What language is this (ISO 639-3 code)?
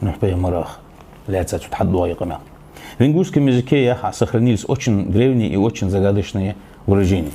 inh